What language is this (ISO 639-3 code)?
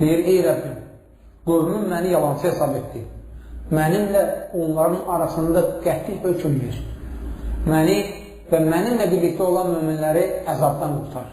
aze